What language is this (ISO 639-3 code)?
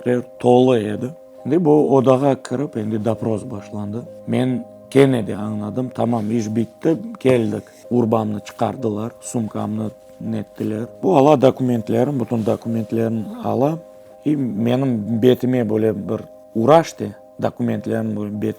crh